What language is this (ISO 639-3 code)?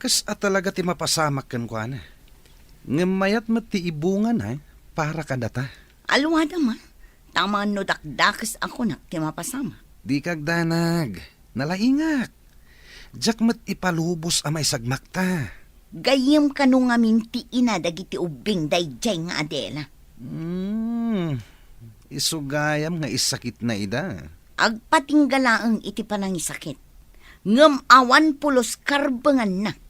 ilo